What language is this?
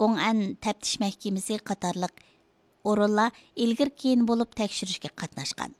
Uyghur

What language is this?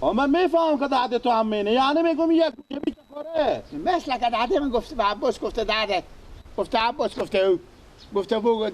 Persian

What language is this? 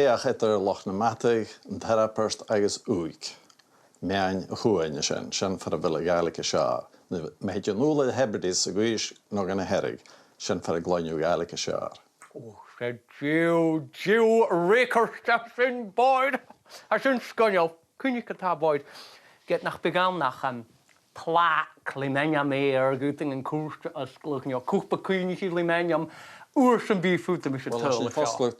Scottish Gaelic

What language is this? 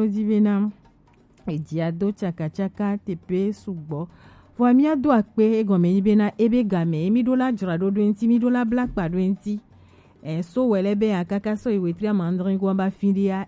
Gen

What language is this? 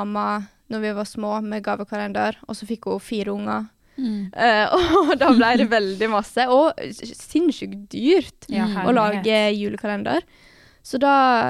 Norwegian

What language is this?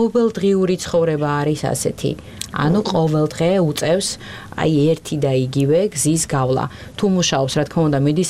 Georgian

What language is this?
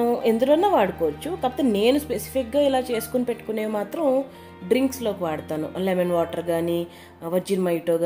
Telugu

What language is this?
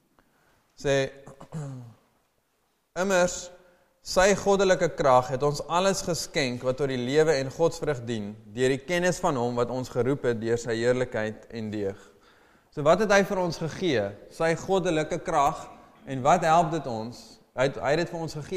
Afrikaans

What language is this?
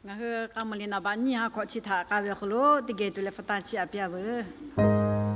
Lahu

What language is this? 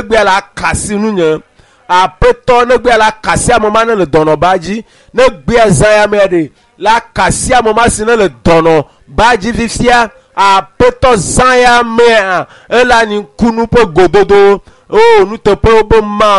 Ewe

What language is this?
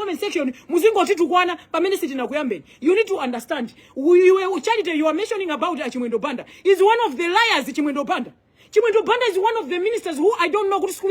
Nyanja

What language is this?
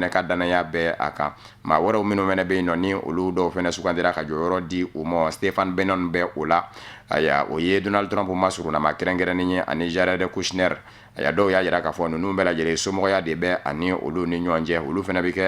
Bambara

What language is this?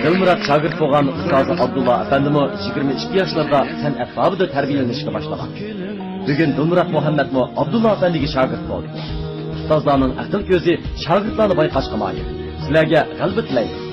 Uyghur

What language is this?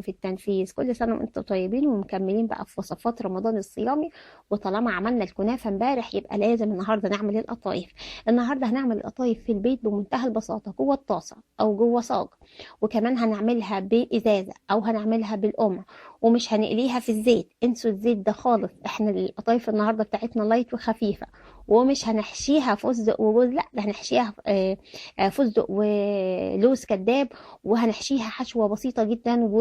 Egyptian Arabic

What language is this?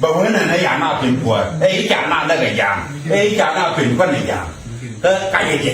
Nuer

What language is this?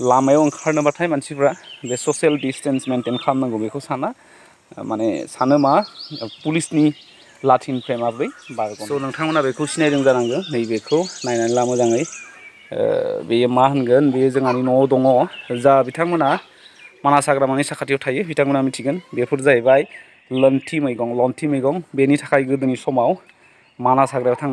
Bodo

